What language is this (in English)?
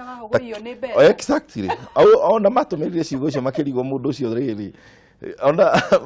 Kikuyu